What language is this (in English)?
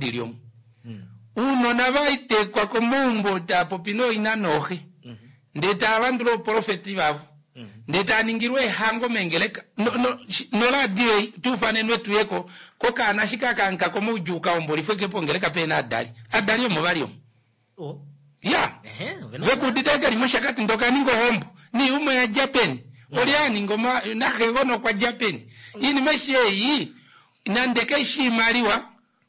Kuanyama